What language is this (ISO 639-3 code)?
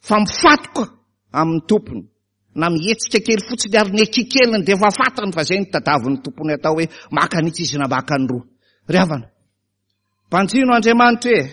mlg